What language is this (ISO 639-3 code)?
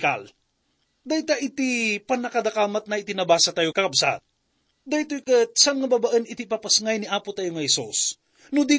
ilo